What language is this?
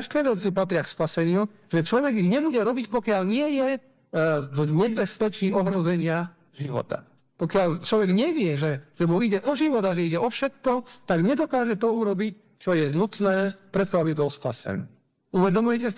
Slovak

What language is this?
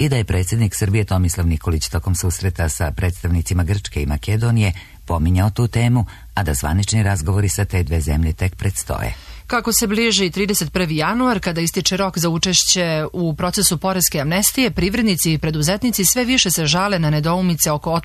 Serbian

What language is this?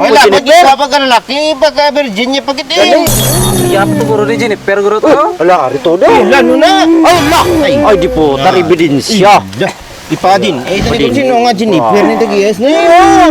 Hiligaynon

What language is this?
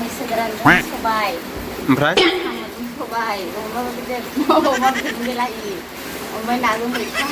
Bodo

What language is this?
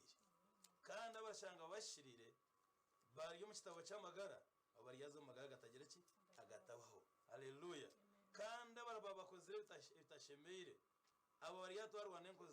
Nyankole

